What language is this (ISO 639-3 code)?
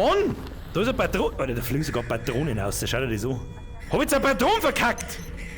bar